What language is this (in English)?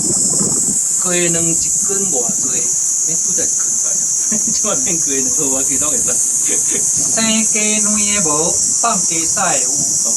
Min Nan Chinese